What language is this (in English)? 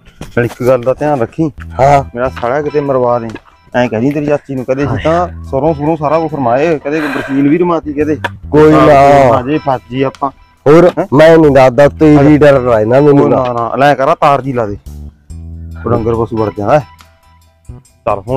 Punjabi